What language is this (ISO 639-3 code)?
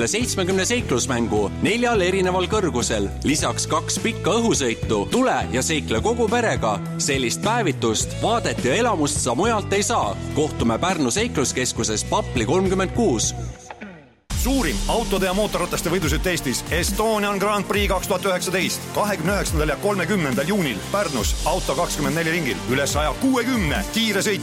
est